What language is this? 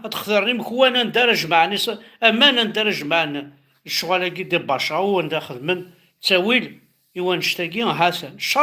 Kabyle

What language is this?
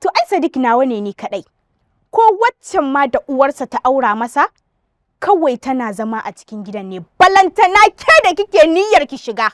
Hausa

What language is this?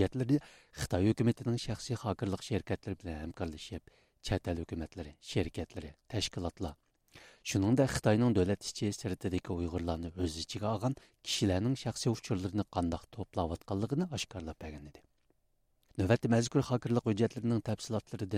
Uyghur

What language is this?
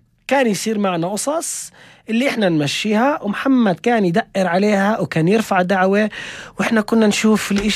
North Levantine Arabic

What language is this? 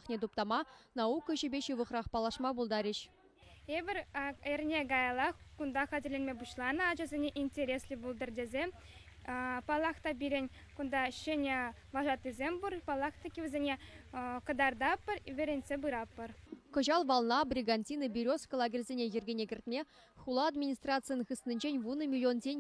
Chuvash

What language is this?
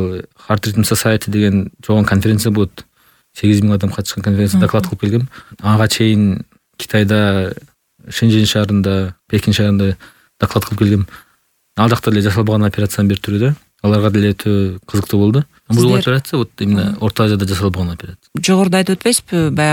Kyrgyz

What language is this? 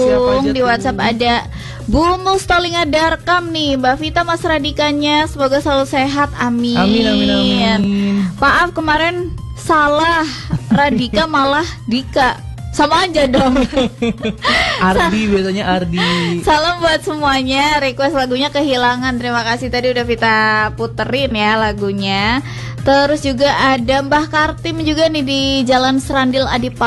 Indonesian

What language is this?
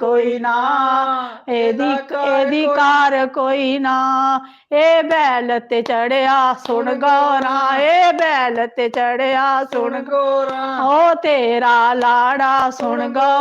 Dogri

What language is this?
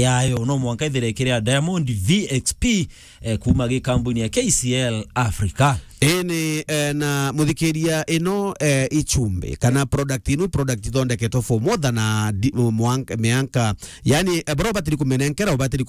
Meru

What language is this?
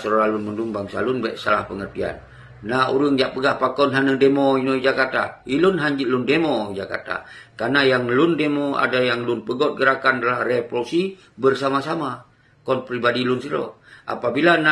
Achinese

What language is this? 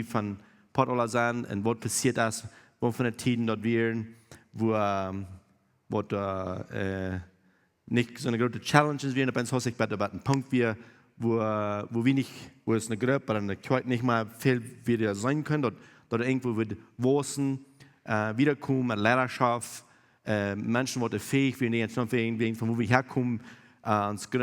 Plautdietsch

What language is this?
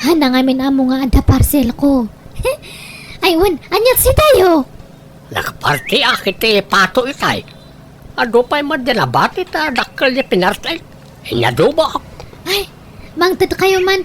Iloko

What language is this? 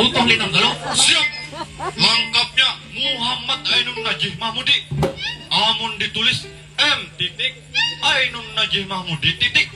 Banjar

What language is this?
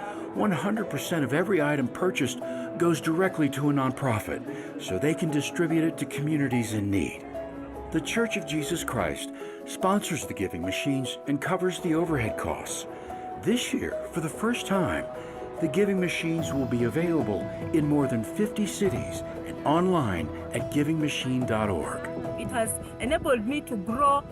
Tahitian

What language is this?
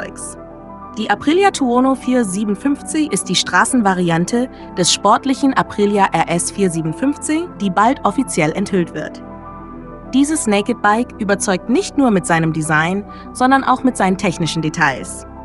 German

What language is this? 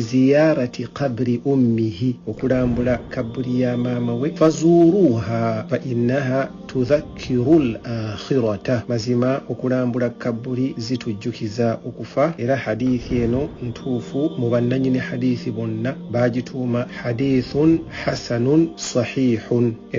Ganda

